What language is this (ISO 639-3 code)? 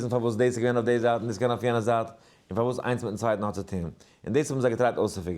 yid